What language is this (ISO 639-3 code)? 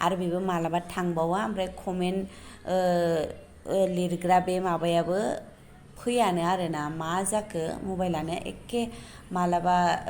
brx